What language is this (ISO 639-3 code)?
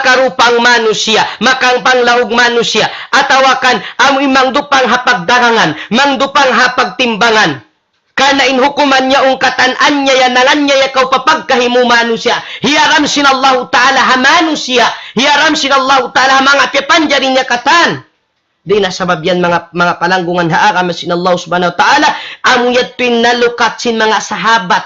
tsg